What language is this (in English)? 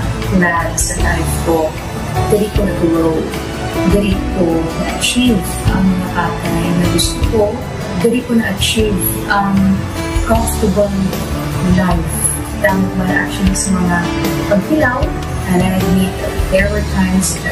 Hiligaynon